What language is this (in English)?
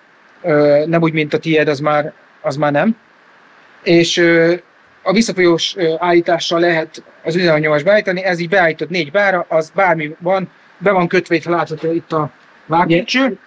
Hungarian